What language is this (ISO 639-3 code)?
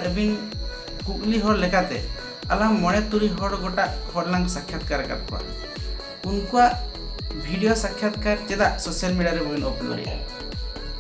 sat